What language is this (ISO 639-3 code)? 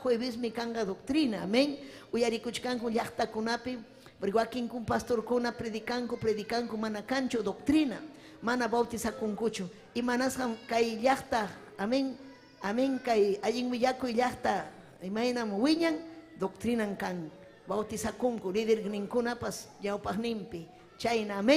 quy